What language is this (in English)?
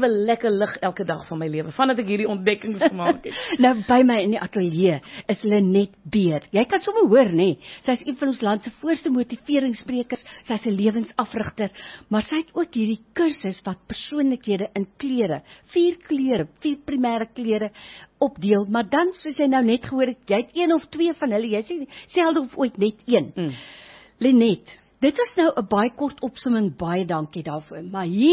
Afrikaans